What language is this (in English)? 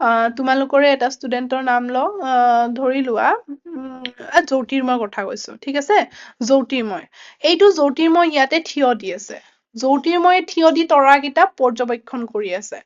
Assamese